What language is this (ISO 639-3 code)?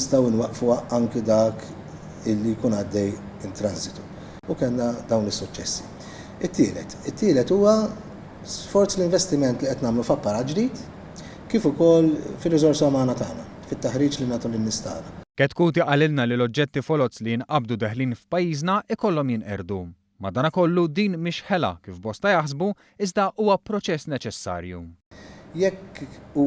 mlt